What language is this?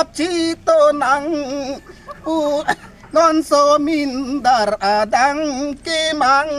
Karbi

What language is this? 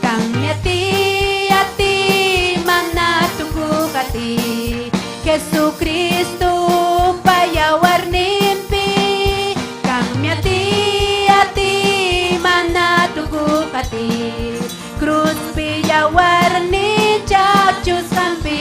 Ayacucho Quechua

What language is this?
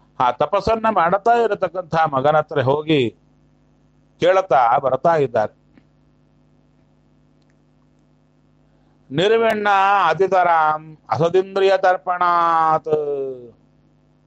Kannada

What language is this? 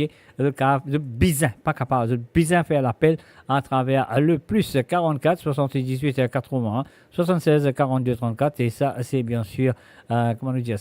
Morisyen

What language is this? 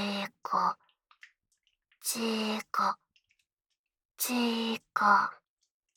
Japanese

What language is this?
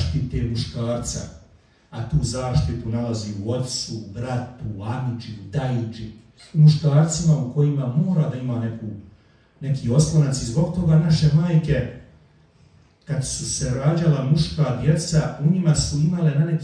Bosnian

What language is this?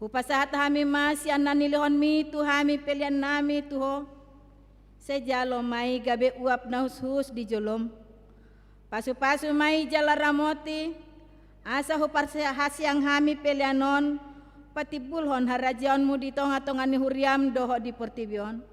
Batak Toba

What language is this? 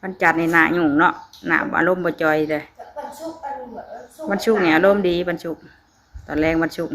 Northeastern Thai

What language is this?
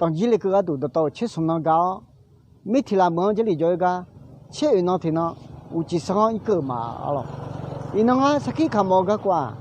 Akha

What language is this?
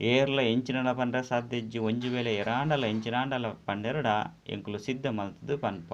Tulu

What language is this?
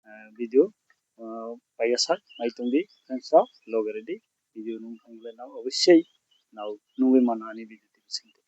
Kok Borok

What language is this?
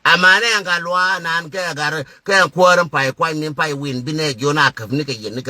Nuer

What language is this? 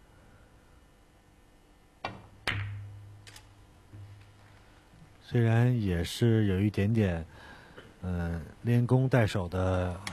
Chinese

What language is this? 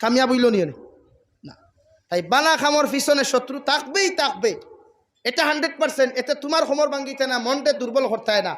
Sylheti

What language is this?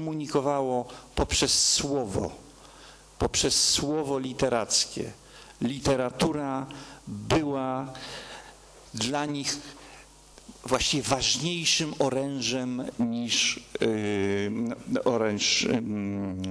Polish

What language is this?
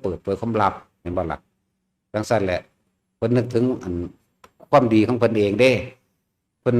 Northeastern Thai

